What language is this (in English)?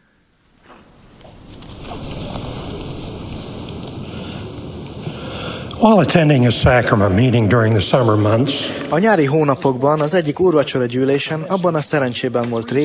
Hungarian